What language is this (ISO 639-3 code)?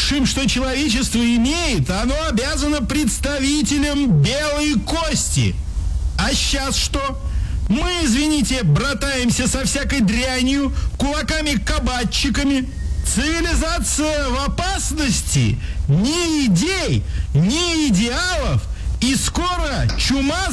rus